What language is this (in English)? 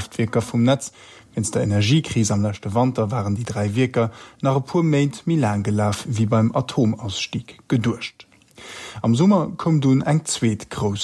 Luxembourgish